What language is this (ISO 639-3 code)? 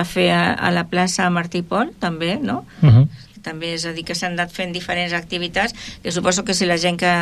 cat